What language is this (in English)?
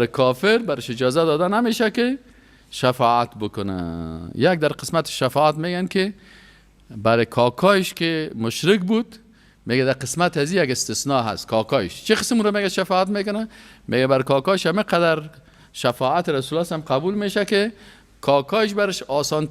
Persian